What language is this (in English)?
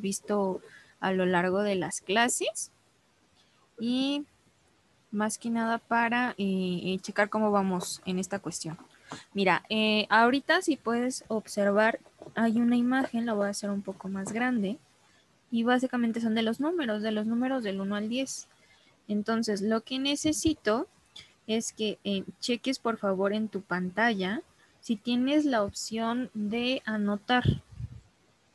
Spanish